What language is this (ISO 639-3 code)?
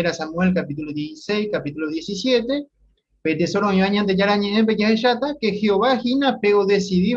grn